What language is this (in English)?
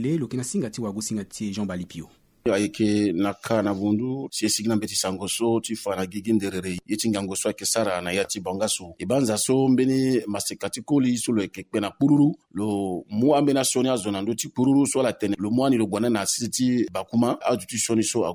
Sango